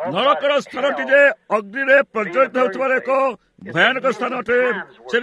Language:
Odia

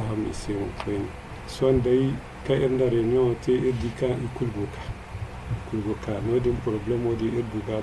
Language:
Zarma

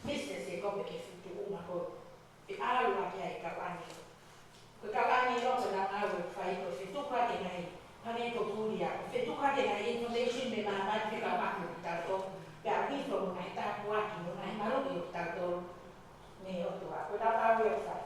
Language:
Tongan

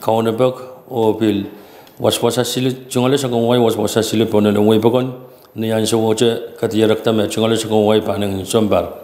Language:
Pohnpeian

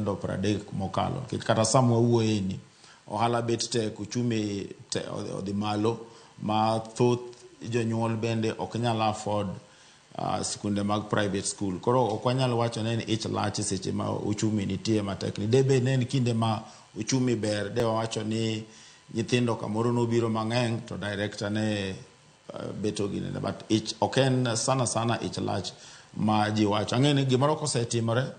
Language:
Luo (Kenya and Tanzania)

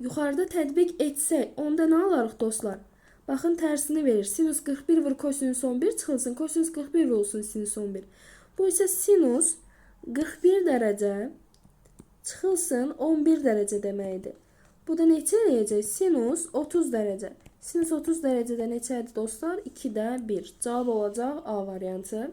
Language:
Azerbaijani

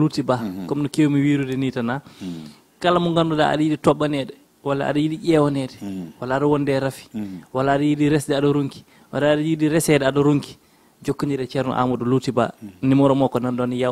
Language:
Fula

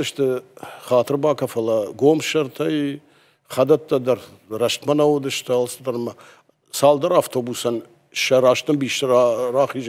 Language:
Ossetic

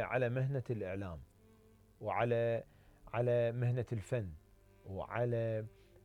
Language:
Mesopotamian Arabic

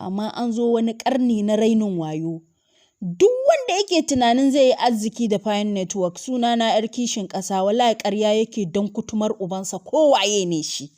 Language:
Hausa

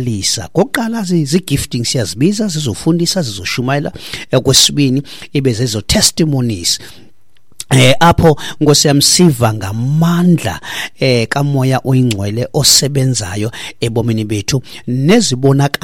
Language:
Xhosa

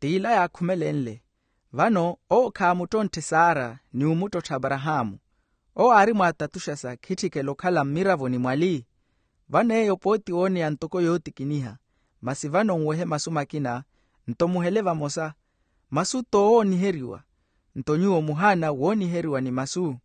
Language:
Makhuwa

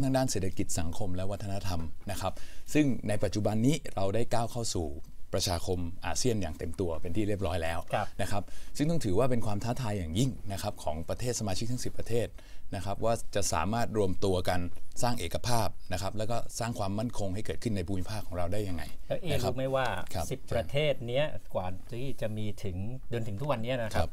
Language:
Thai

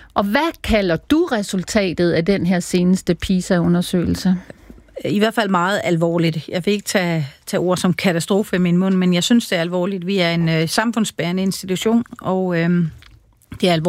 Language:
Danish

